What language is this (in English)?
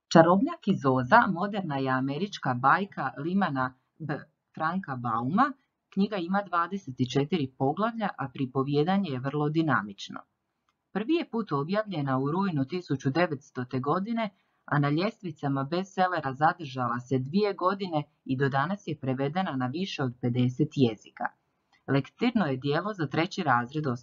Croatian